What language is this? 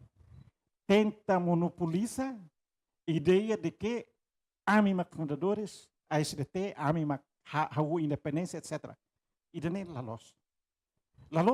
Tetum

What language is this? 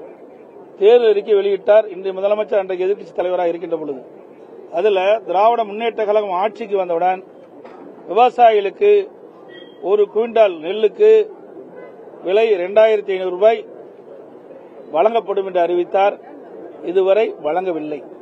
Tamil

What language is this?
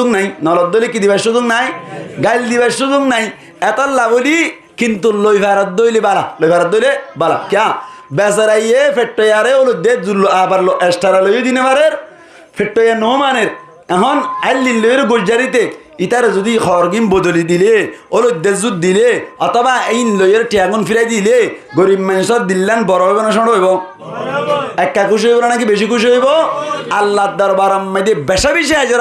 Rohingya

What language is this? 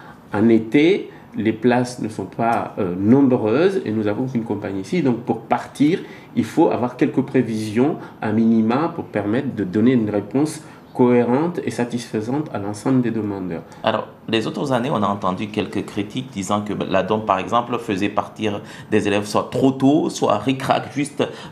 French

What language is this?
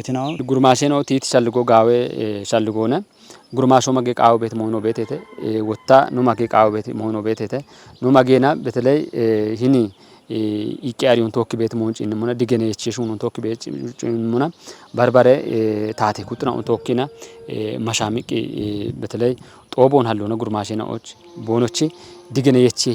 Kafa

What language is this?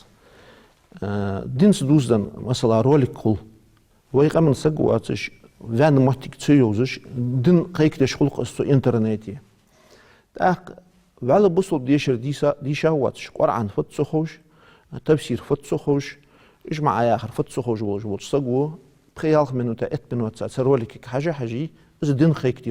Ingush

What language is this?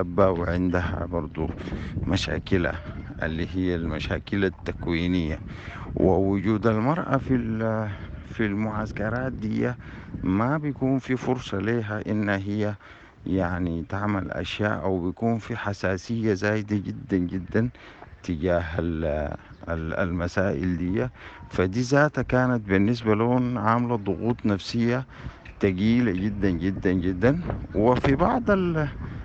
Sudanese Arabic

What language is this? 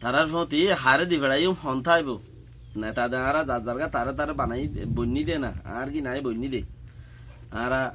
Rohingya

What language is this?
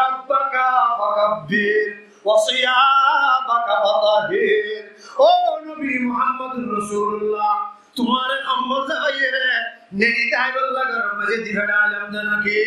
Rohingya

